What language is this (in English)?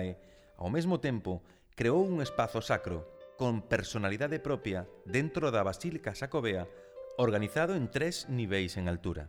Galician